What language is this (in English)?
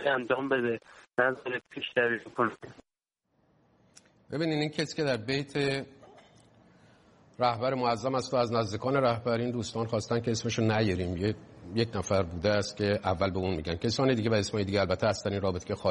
Persian